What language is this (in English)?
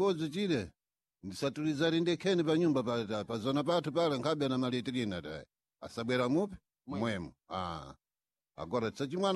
Sena